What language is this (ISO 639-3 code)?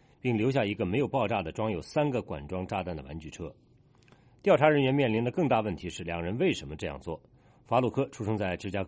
zho